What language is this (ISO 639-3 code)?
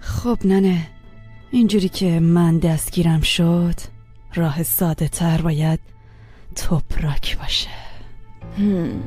fas